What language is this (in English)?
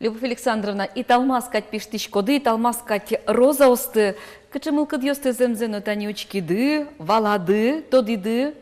Udmurt